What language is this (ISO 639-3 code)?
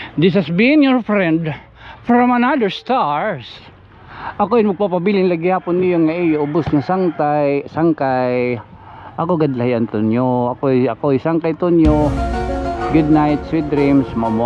war